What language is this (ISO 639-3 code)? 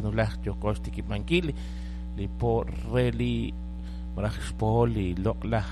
kek